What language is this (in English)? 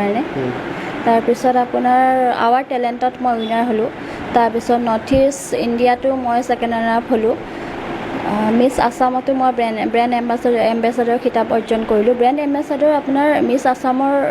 Assamese